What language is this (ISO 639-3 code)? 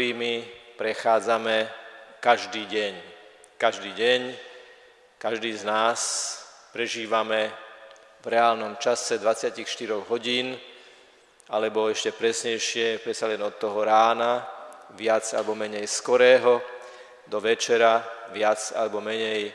slk